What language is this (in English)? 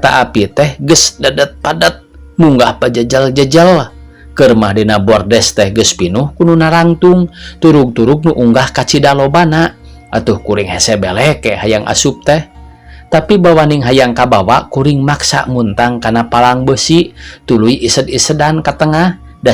Sundanese